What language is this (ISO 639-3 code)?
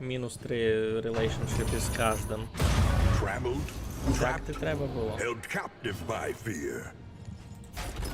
rue